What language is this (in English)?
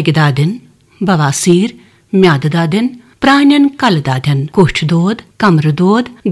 Kashmiri